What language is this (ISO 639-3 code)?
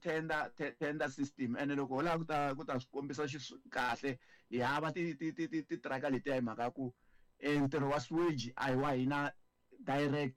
tso